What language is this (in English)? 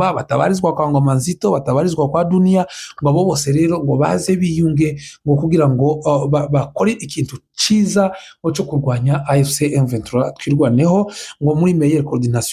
Kinyarwanda